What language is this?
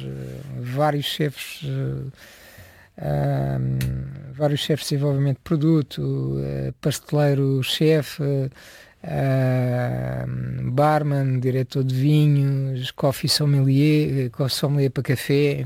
Portuguese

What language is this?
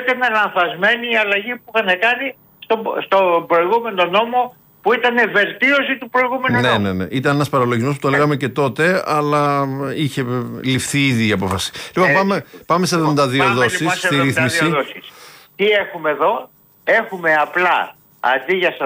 Greek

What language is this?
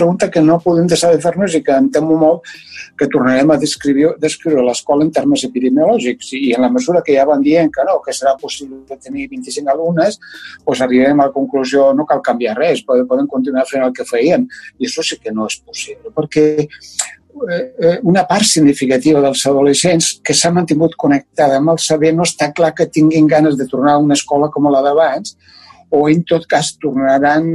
Catalan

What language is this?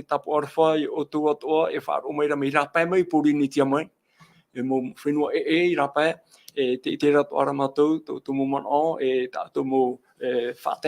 Tahitian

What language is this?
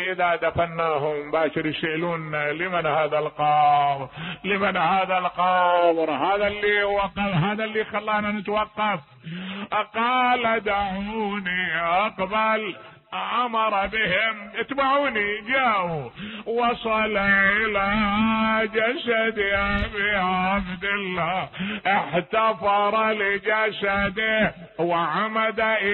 Mesopotamian Arabic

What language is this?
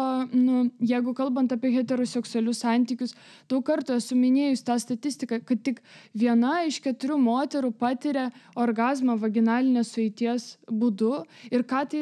Lithuanian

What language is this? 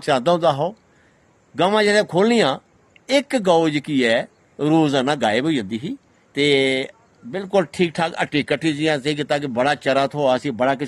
Dogri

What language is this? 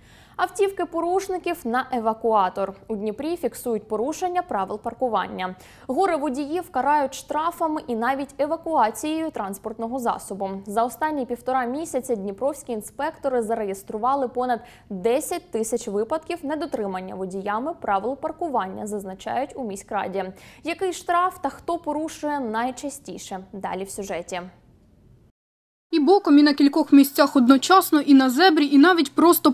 Ukrainian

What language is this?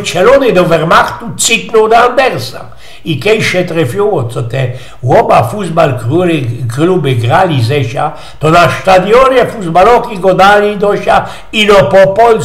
Silesian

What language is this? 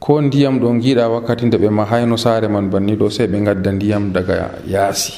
Nigerian Fulfulde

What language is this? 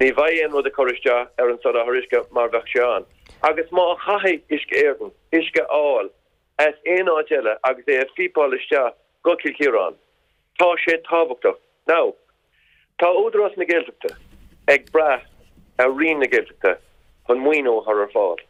Irish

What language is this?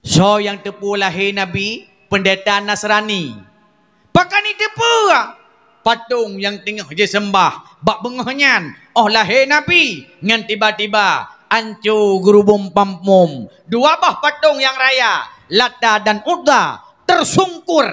Achinese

